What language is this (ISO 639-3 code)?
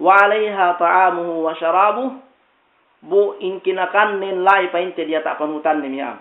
yka